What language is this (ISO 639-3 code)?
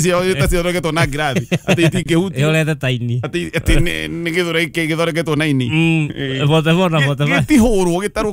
kik